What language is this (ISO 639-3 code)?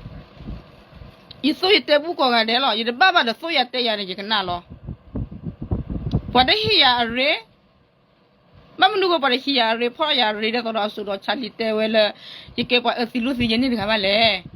ksw